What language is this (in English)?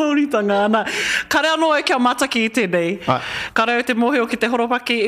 Māori